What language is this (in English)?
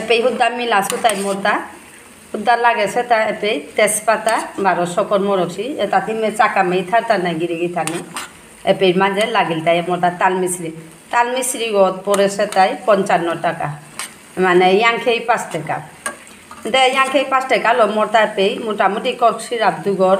Bishnupriya